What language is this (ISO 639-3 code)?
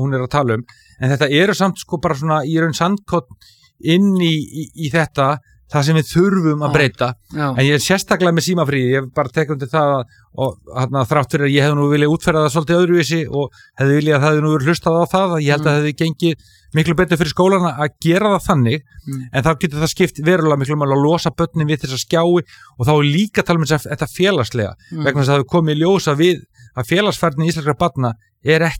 isl